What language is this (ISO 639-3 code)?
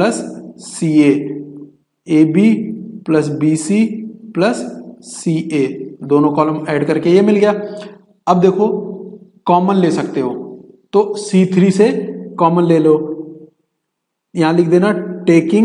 hin